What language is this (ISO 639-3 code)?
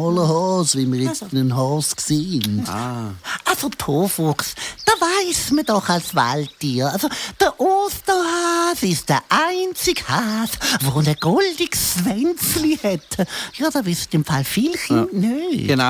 gsw